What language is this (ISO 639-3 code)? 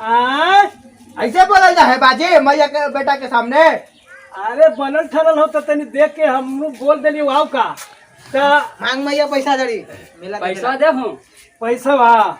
mag